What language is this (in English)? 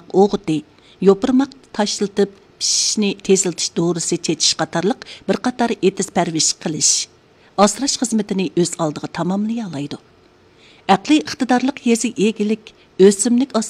Uyghur